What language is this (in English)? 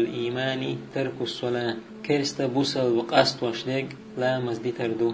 Chechen